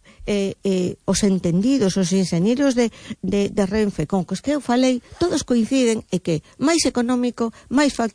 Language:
Galician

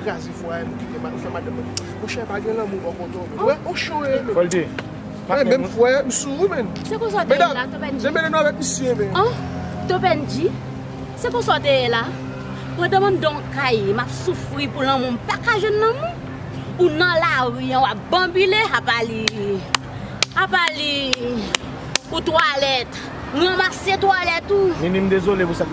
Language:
Haitian Creole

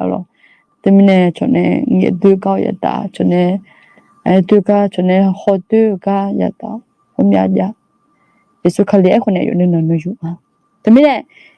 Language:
Akha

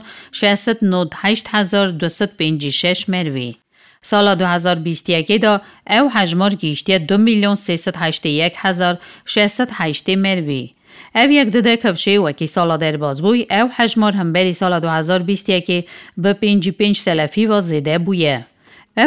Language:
Kurdish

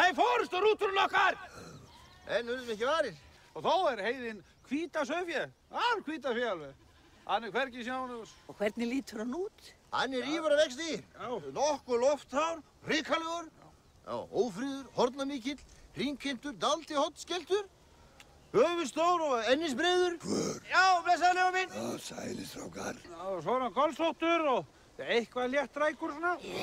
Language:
Icelandic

